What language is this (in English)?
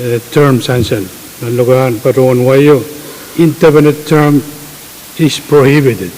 Pohnpeian